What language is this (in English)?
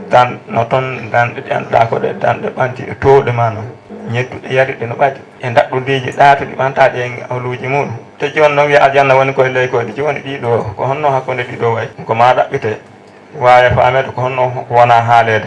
Fula